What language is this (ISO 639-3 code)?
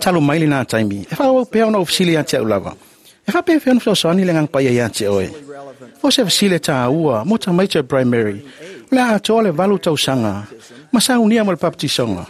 smo